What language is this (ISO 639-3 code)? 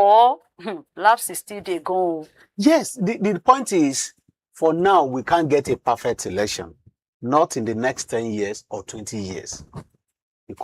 pcm